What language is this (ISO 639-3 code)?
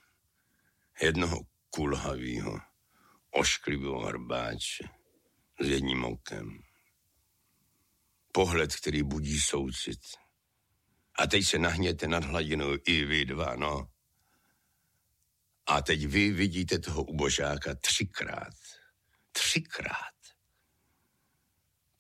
ces